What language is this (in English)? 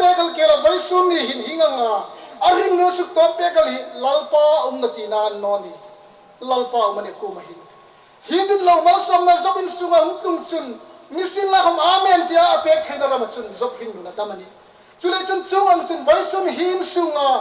Hmar